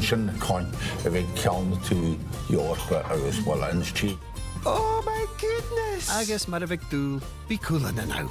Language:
Scottish Gaelic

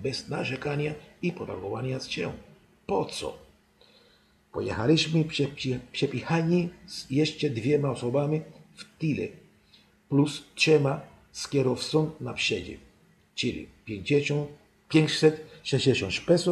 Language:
Polish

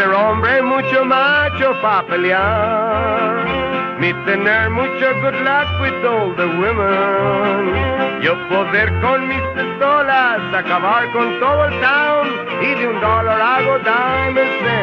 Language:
Spanish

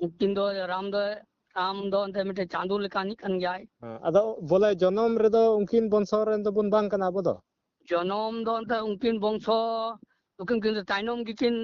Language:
Santali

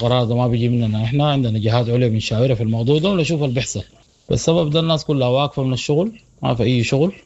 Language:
Sudanese Arabic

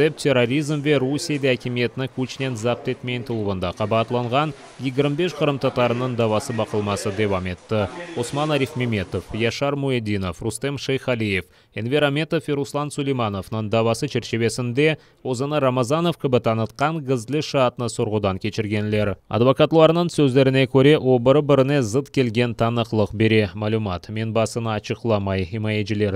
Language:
Crimean Tatar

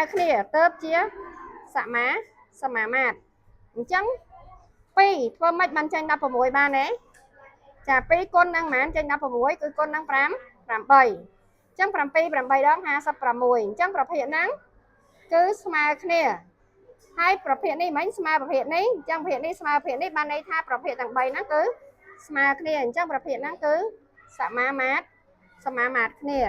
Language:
Khmer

